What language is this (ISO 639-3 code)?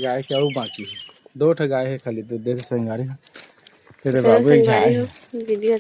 hne